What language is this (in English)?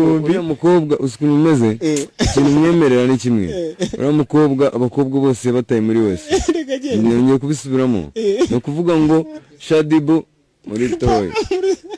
Kinyarwanda